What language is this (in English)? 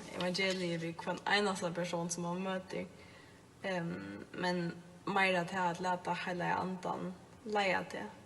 Faroese